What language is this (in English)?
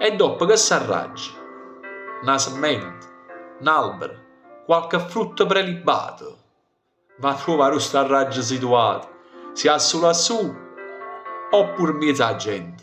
Neapolitan